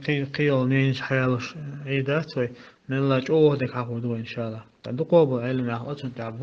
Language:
Chechen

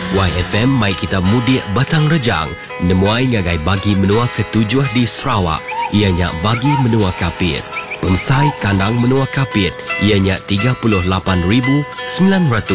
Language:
Iban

